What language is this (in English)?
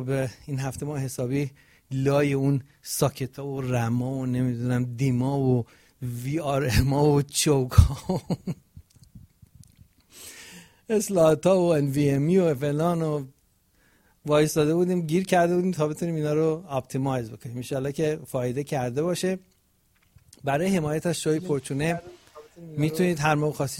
Persian